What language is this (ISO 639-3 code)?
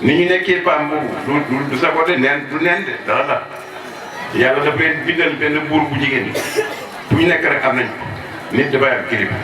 wol